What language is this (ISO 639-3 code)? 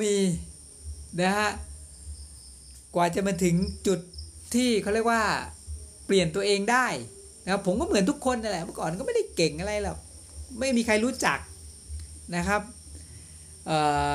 tha